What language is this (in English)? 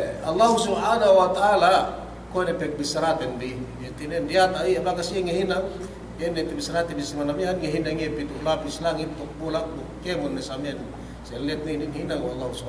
Yakan